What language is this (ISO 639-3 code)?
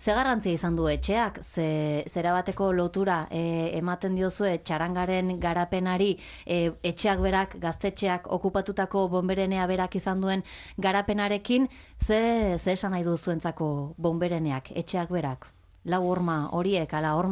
eus